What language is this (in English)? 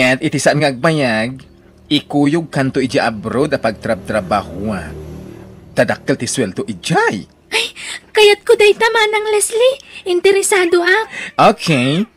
Iloko